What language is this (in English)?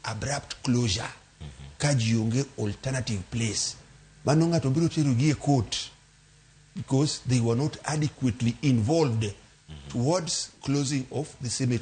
Luo (Kenya and Tanzania)